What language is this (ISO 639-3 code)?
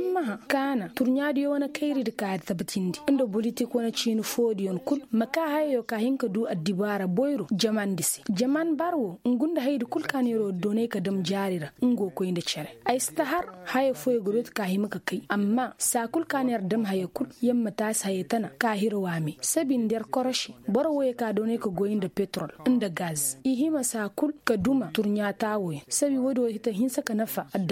ses